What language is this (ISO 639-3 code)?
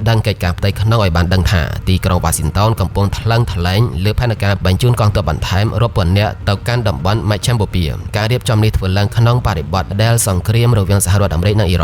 khm